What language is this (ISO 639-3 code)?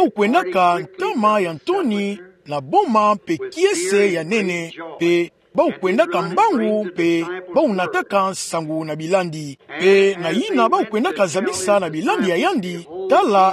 ktu